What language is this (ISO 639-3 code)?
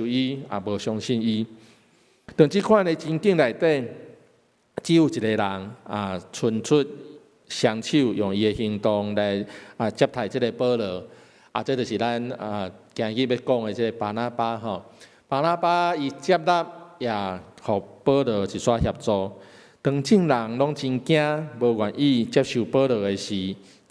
nan